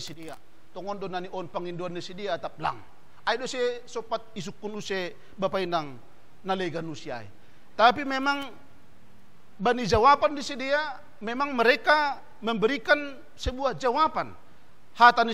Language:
Batak Simalungun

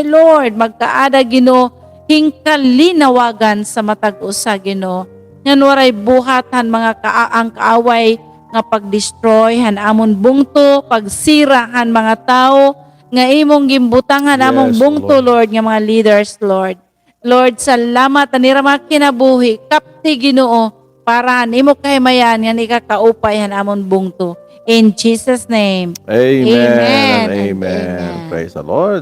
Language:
Waray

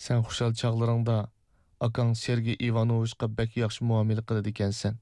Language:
Uyghur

